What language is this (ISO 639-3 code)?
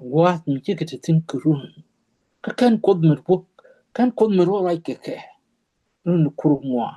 nus